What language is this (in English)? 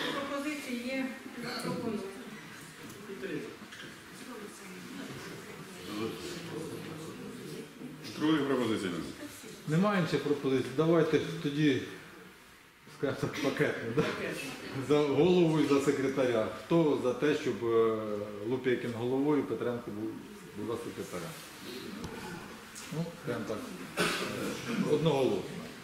Ukrainian